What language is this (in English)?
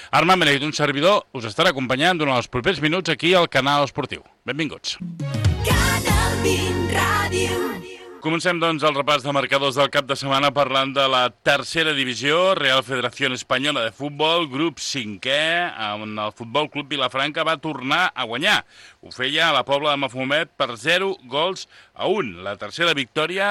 Catalan